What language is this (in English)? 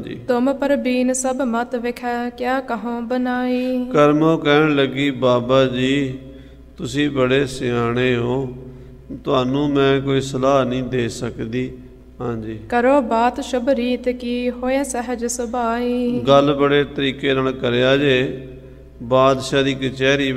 Punjabi